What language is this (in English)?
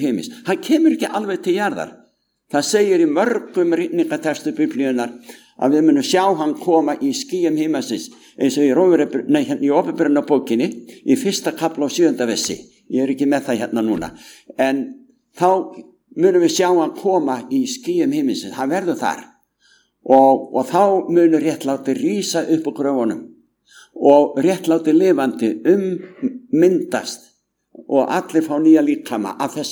Icelandic